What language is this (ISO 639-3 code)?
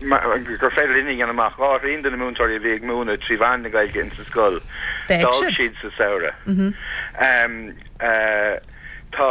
gle